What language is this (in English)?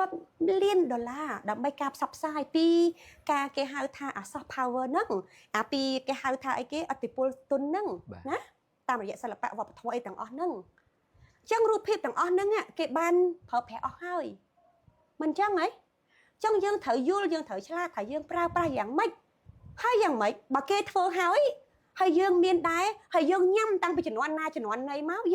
Khmer